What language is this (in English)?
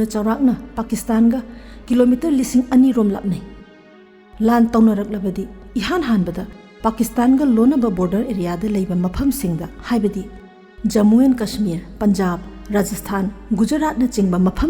Manipuri